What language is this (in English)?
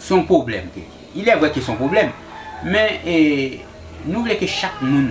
Haitian Creole